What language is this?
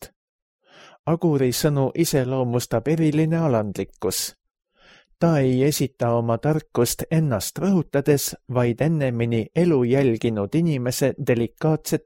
Estonian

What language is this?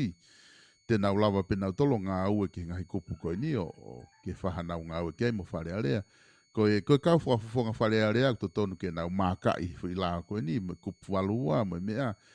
Tongan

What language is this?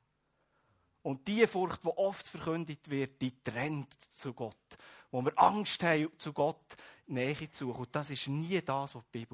German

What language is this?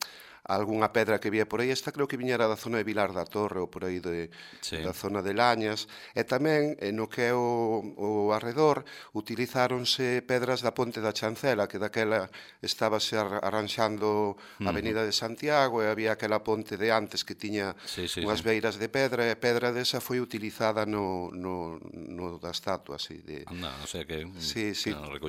Galician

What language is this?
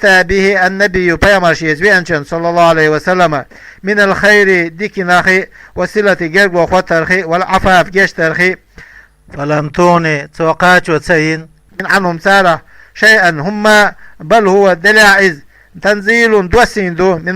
Chechen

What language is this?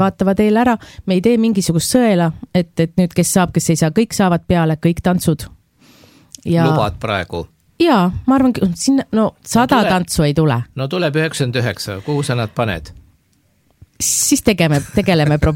Estonian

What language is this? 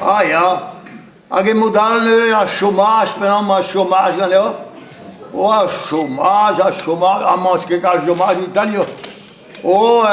Breton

